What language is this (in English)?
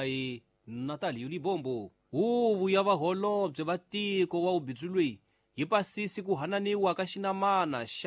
Tsonga